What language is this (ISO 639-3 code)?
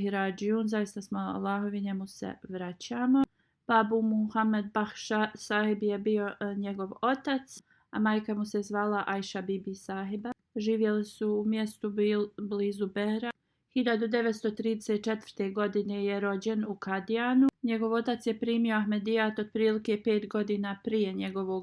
bos